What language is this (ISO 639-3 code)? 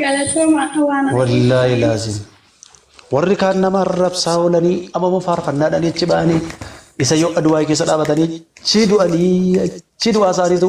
orm